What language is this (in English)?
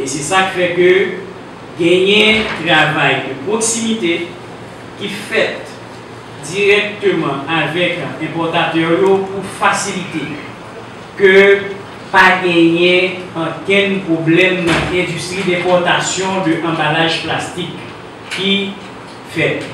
Haitian Creole